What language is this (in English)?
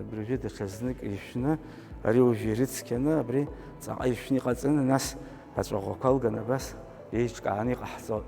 Abkhazian